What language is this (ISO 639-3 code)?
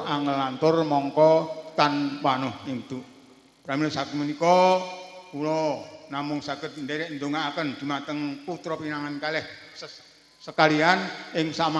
jav